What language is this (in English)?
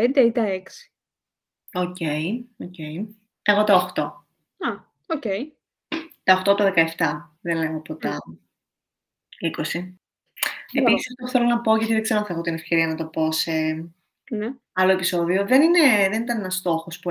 Greek